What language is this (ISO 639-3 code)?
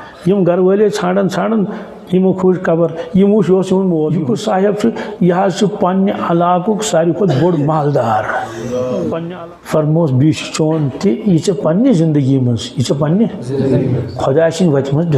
kas